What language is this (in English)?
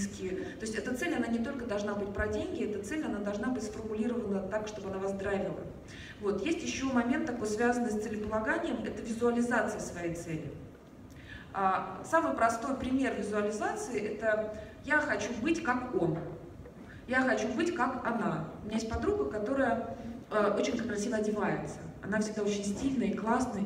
Russian